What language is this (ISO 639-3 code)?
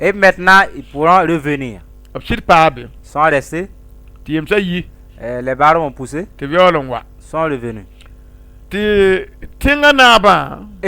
mos